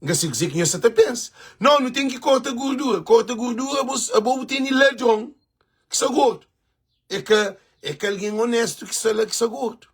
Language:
Kabuverdianu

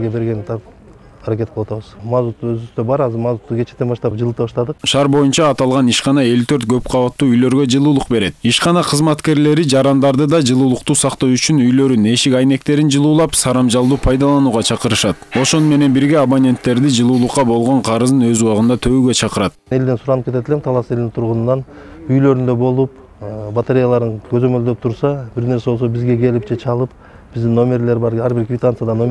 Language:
Kyrgyz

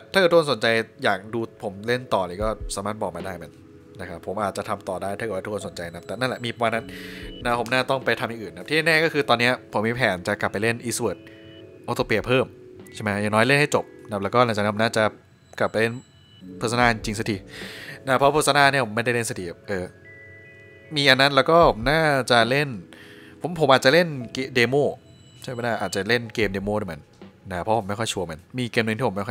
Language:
Thai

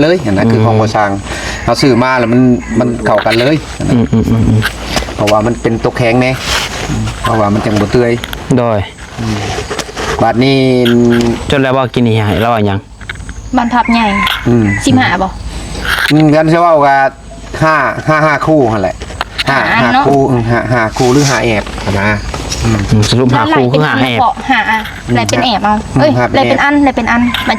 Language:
Northeastern Thai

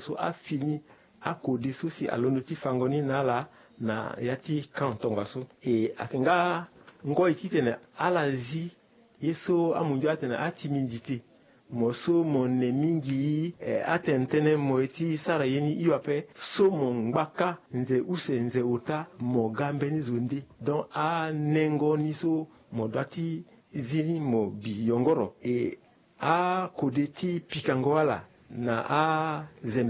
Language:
Sango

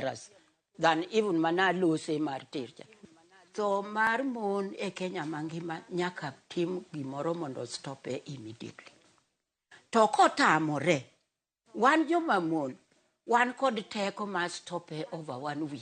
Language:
Luo (Kenya and Tanzania)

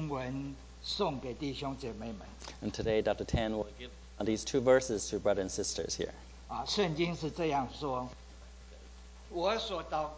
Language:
Chinese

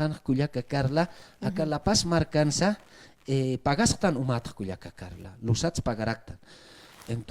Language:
Aymara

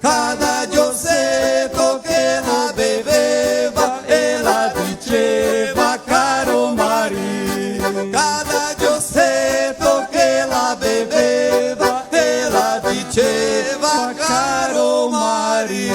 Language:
Venetian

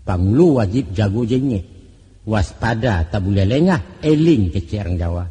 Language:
Minangkabau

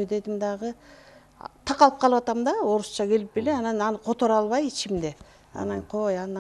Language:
Kyrgyz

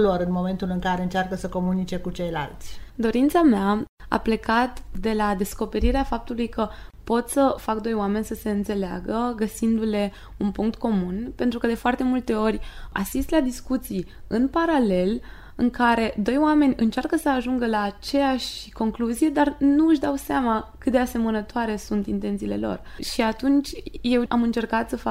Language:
Romanian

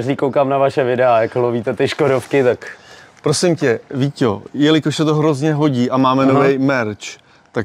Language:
Czech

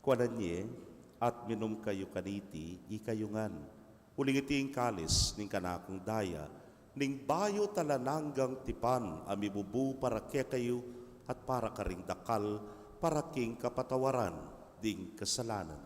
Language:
Pampanga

